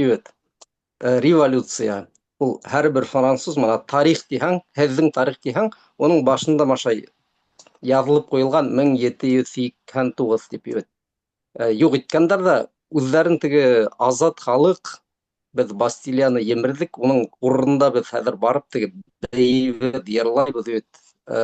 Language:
Bashkir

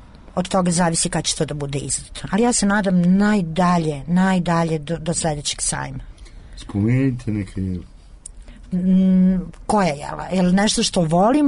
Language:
Serbian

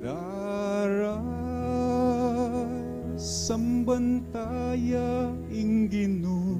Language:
Pampanga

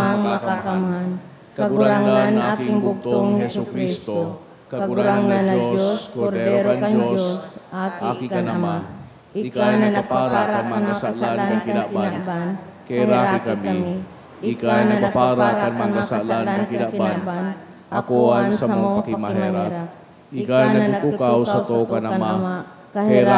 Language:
Bikol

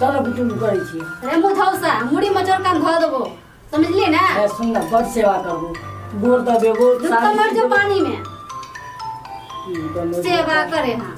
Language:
Maithili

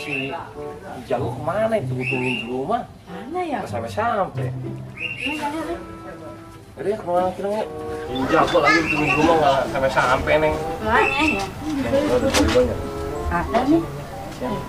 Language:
Betawi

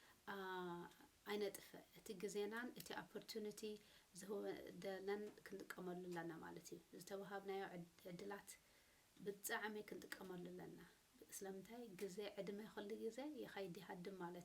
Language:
Tigrinya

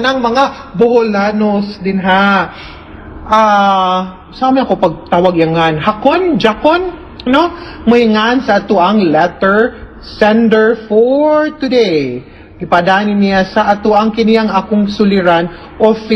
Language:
Cebuano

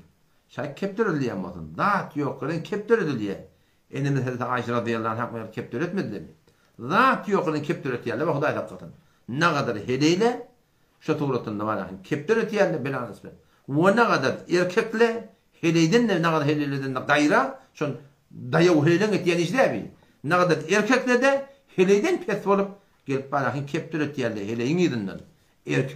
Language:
Turkmen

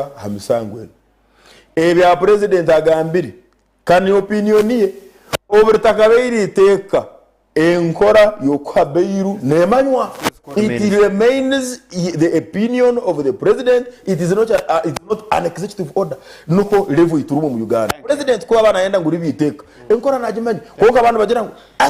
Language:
Nyankole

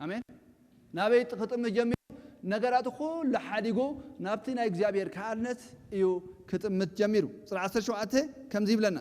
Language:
Tigrinya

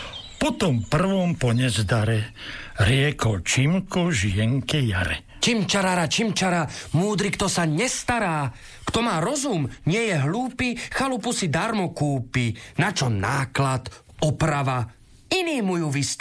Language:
Slovak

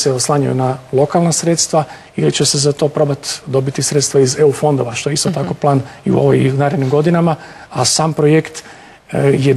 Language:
Croatian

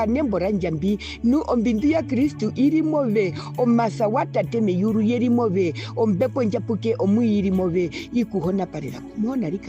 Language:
Herero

